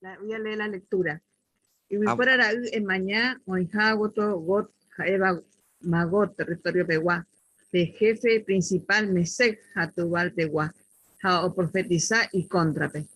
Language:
Guarani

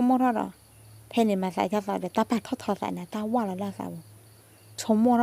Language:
S'gaw Karen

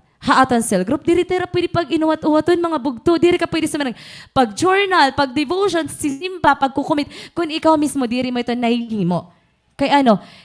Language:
Waray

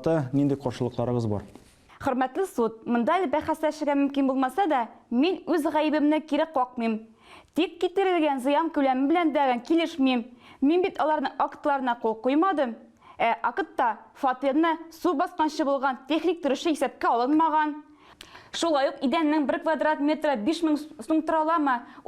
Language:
Tatar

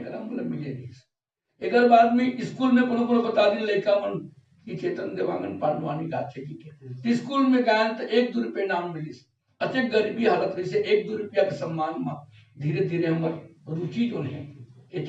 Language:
Chhattisgarhi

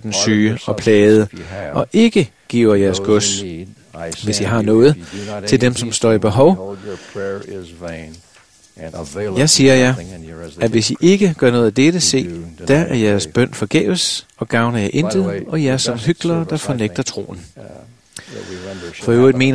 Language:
Danish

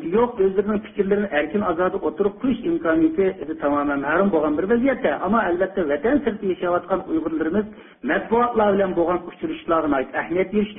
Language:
Uyghur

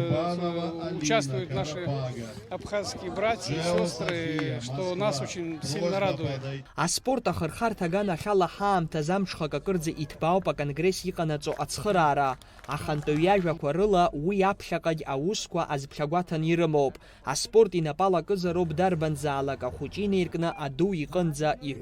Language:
Abkhazian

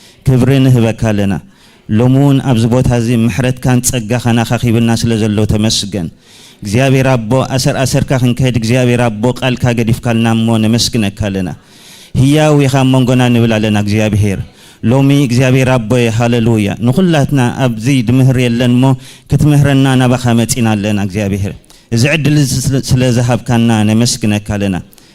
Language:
Tigrinya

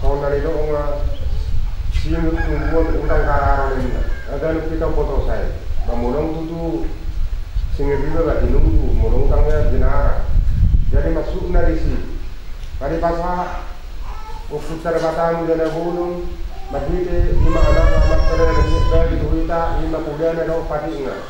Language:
Batak Toba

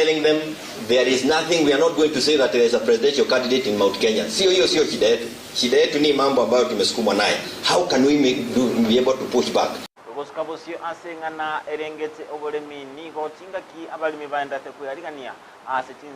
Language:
Gusii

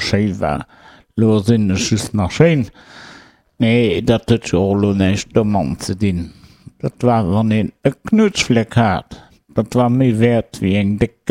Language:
Luxembourgish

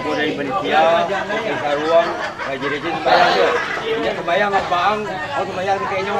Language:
Minangkabau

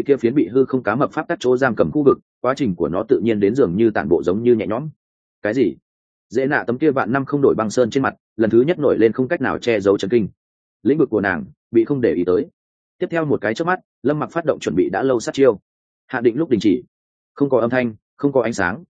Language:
Vietnamese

